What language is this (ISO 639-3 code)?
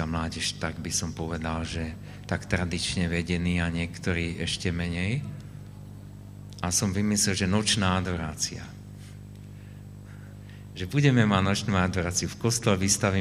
slk